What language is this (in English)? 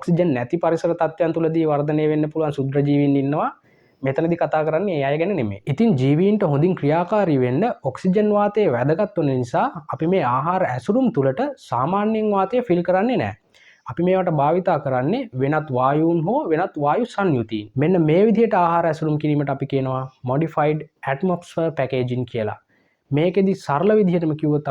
Sinhala